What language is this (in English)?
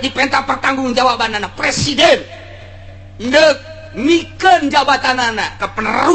Sundanese